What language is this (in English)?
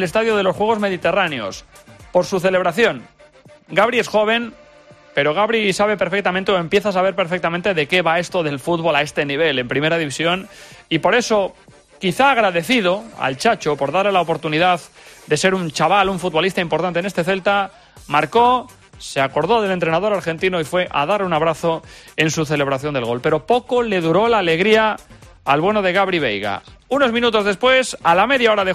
Spanish